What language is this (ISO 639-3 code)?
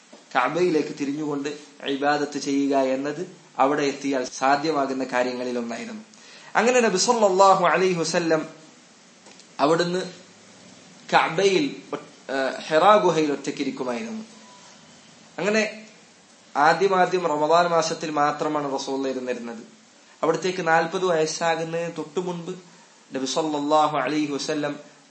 mal